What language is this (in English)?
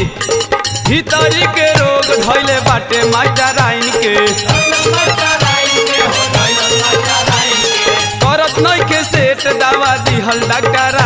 Bhojpuri